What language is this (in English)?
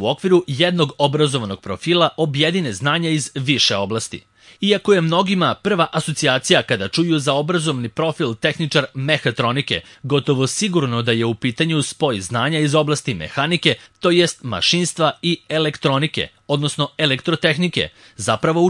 Serbian